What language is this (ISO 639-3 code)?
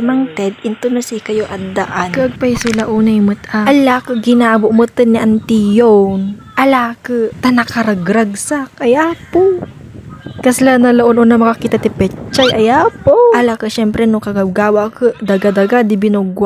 ilo